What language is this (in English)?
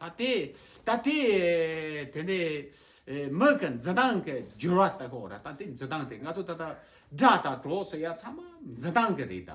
Tibetan